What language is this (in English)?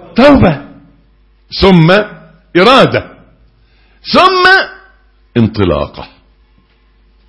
Egyptian Arabic